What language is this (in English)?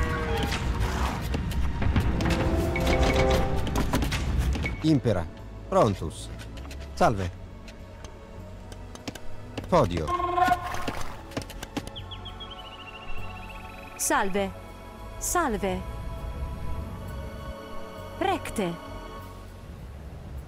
Latin